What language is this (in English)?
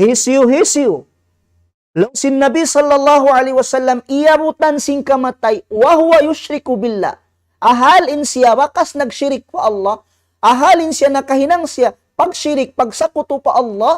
Tausug